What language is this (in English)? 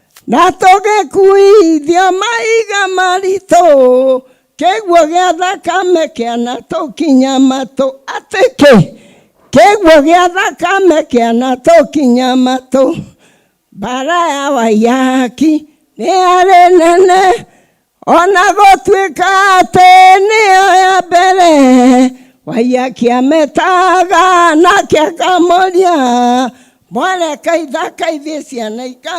Kikuyu